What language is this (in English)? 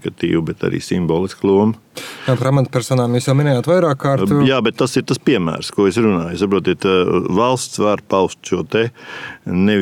Latvian